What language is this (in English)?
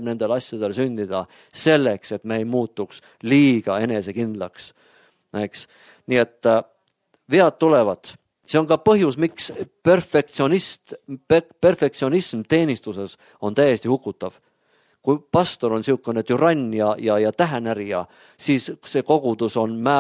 Estonian